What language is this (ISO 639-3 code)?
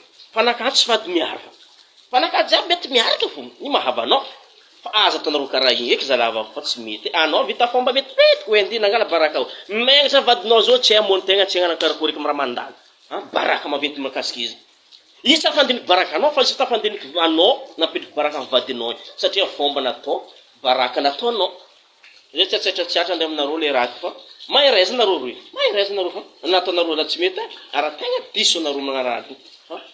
mlg